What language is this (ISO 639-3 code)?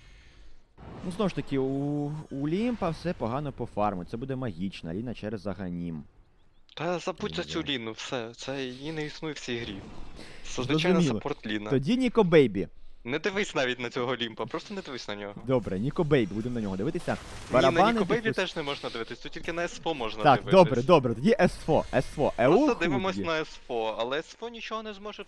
ukr